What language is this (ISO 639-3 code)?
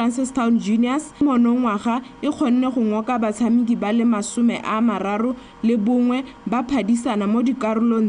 tsn